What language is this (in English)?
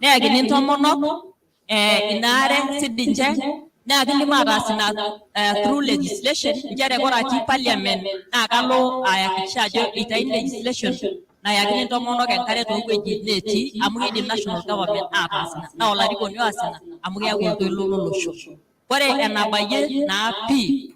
Masai